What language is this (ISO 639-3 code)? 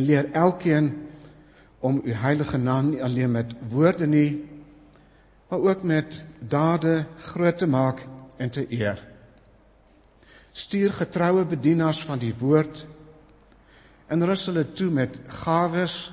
afr